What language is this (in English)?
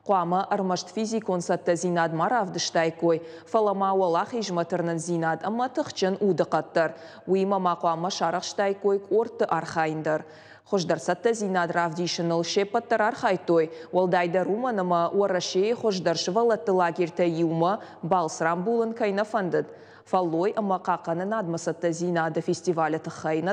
Ossetic